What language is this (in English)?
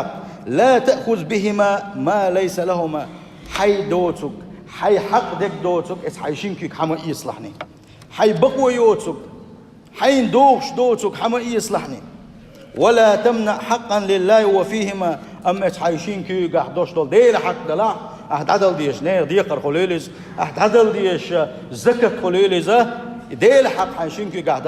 Chechen